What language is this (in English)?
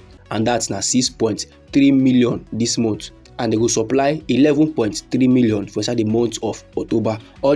Nigerian Pidgin